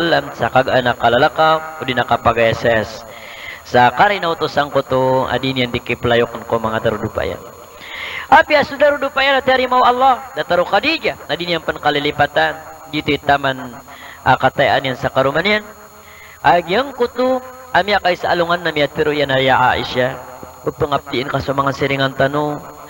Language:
Maranao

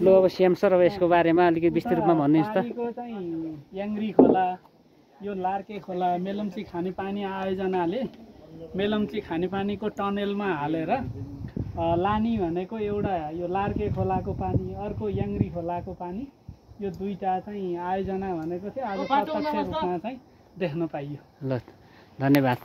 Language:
Nepali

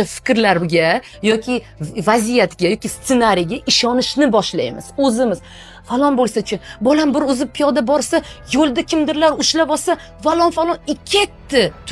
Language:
Uzbek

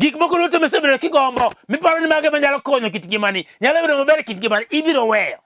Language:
Luo (Kenya and Tanzania)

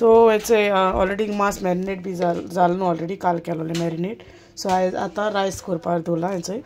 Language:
Konkani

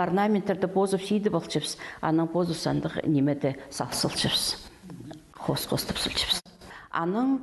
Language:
Khakas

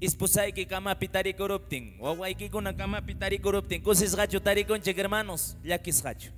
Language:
Quechua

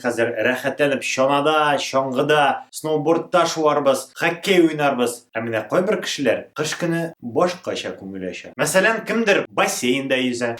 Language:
Tatar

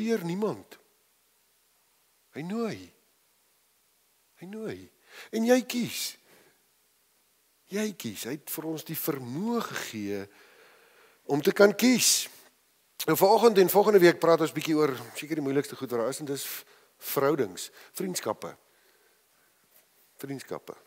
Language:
Afrikaans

